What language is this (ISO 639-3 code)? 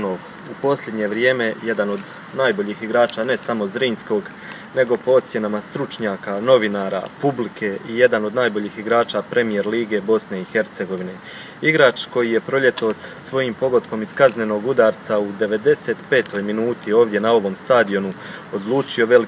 hrv